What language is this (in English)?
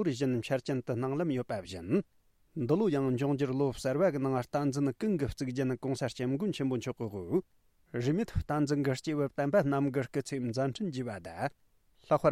Tibetan